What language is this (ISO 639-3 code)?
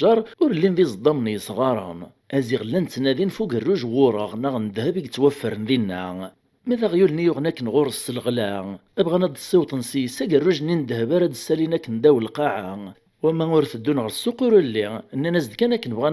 kab